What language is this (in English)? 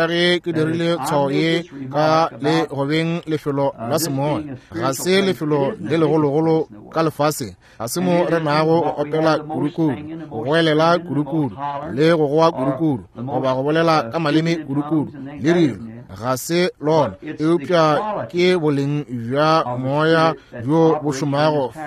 Northern Sotho